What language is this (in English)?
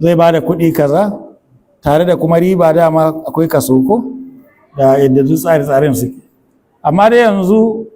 Hausa